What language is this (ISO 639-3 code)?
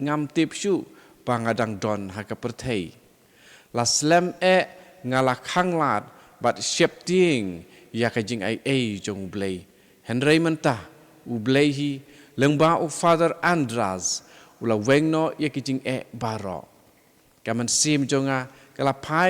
kha